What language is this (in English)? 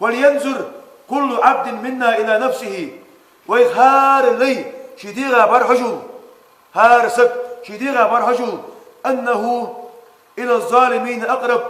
Ingush